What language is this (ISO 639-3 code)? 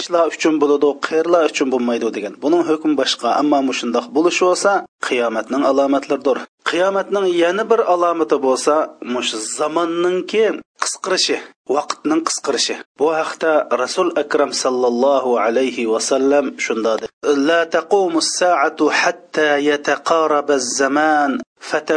uig